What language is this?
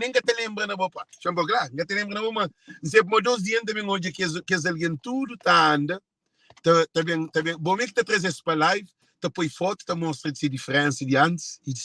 Kabuverdianu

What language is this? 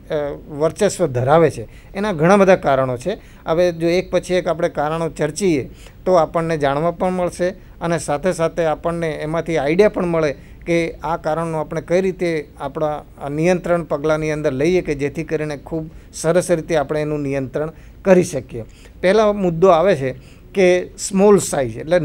Gujarati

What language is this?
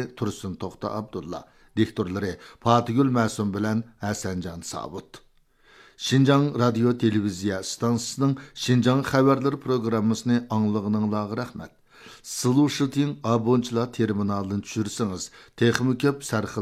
Uyghur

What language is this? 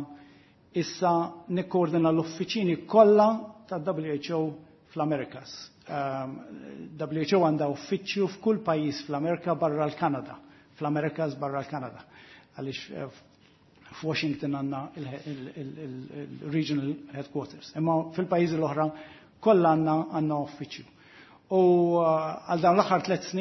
Maltese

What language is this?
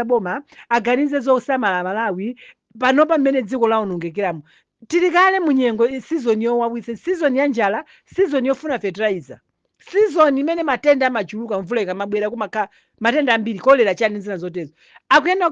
Nyanja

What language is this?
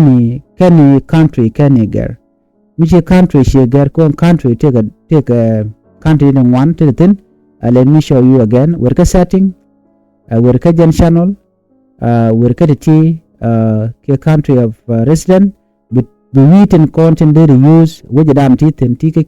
Nuer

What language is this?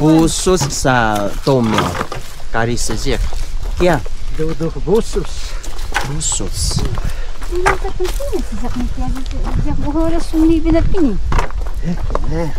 Taroko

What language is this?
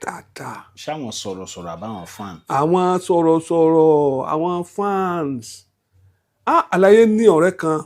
Yoruba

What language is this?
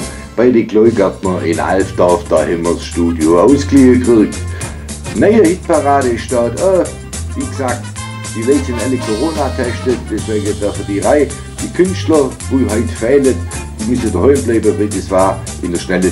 Swabian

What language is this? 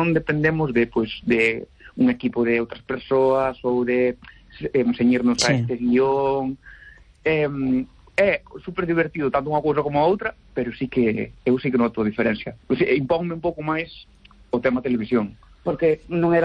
Galician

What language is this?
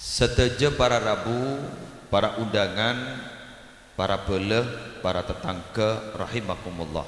Madurese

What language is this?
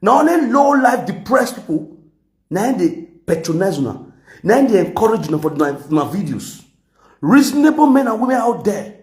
Nigerian Pidgin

